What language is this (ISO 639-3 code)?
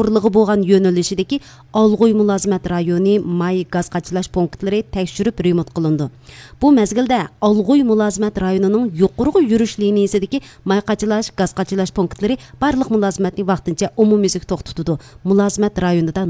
uig